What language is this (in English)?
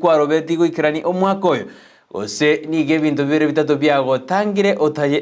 Gusii